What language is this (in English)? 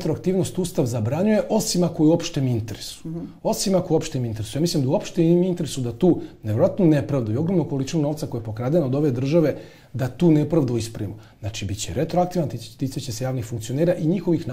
Serbian